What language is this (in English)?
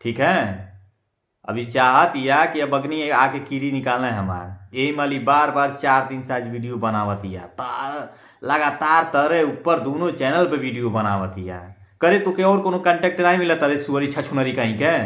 Bhojpuri